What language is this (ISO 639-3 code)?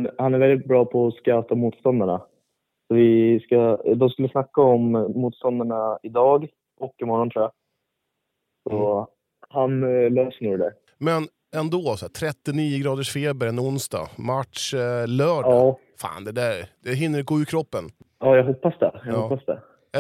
swe